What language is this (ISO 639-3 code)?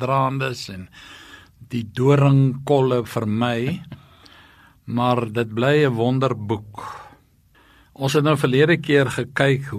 afr